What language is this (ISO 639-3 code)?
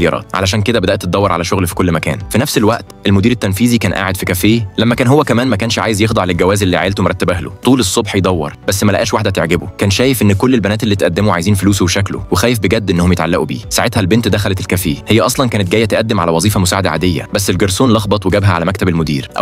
arz